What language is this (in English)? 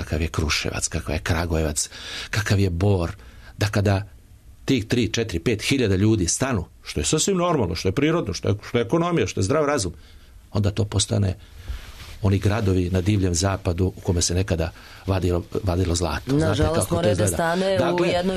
Serbian